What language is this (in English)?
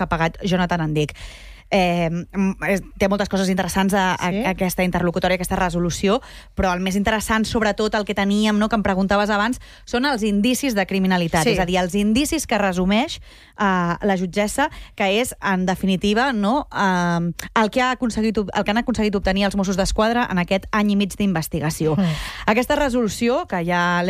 Catalan